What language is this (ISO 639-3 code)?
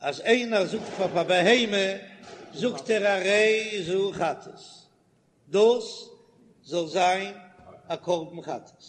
yid